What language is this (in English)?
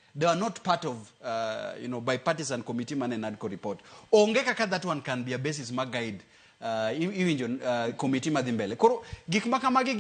Luo (Kenya and Tanzania)